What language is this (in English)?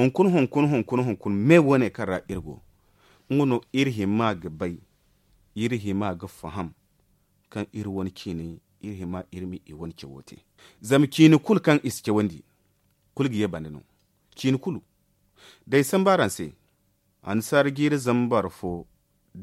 Zarma